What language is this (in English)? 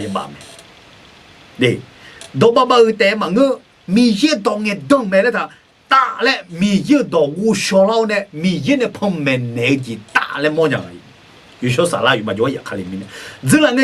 Akha